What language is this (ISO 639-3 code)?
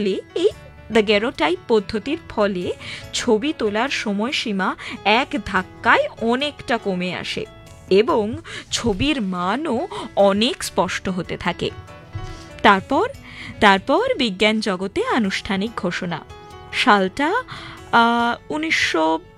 ben